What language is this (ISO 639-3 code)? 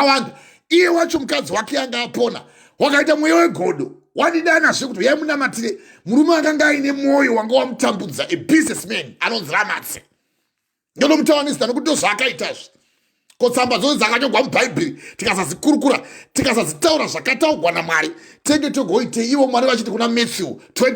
sna